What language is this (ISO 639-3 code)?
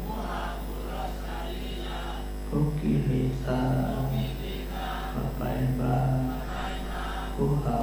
mya